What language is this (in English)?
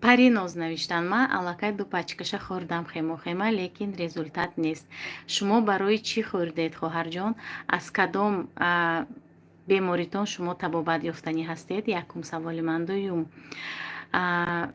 Tajik